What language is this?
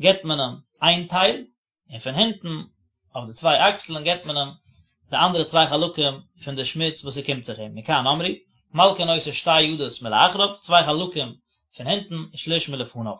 Yiddish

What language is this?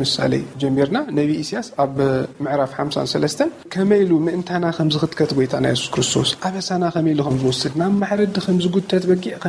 Tigrinya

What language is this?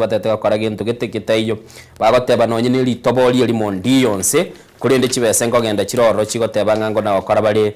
Gusii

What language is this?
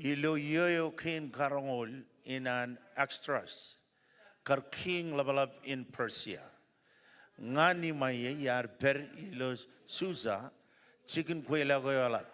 Marshallese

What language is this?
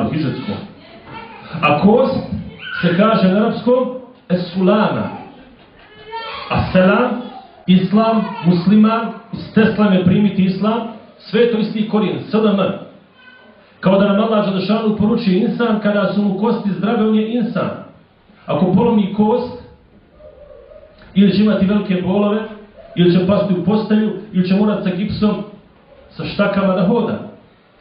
Bosnian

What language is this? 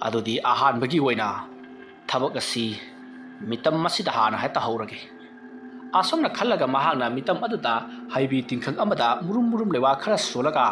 Manipuri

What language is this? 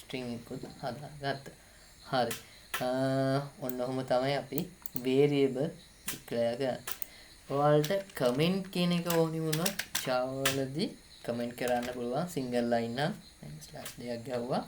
Sinhala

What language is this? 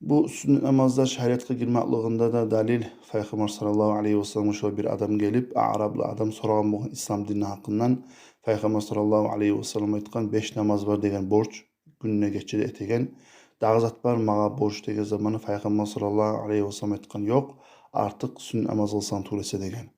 Kumyk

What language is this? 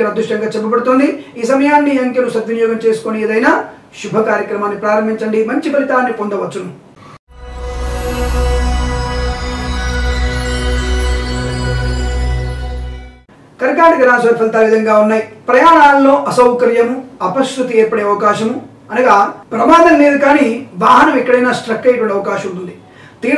Telugu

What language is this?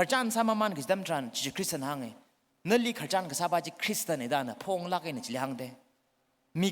Tangkhul Naga (India)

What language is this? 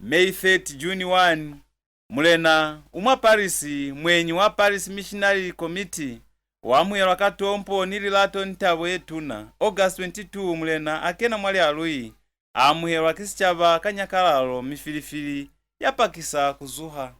Lozi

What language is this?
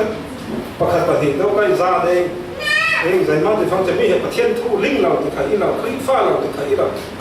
Falam Chin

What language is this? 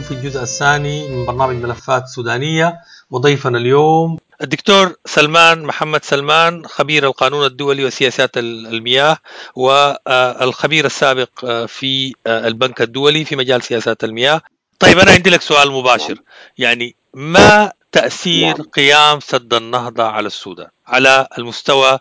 Sudanese Arabic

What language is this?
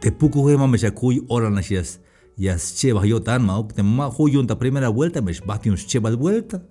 Tzeltal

